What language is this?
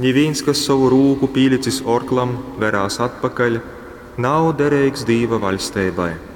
Latgalian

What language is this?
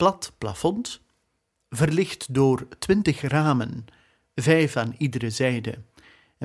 Dutch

